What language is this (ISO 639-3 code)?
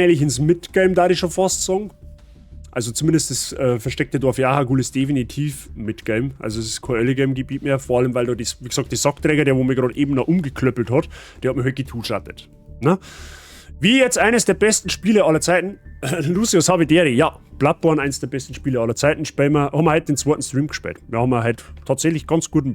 bar